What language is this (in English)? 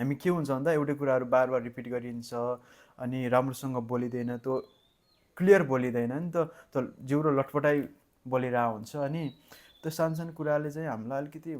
Nepali